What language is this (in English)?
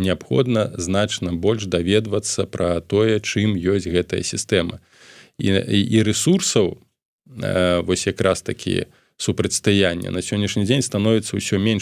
Belarusian